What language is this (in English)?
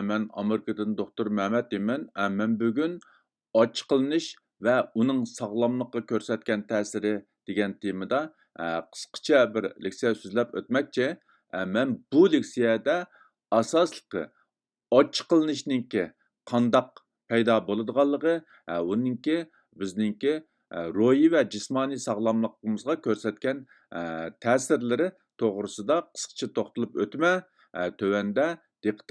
Uyghur